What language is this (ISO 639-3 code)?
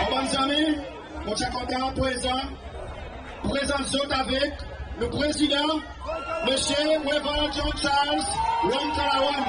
crs